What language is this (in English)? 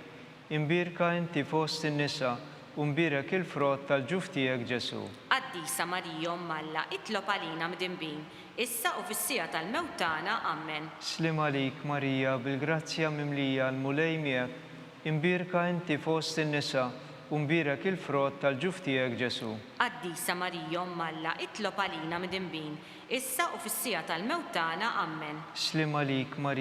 Maltese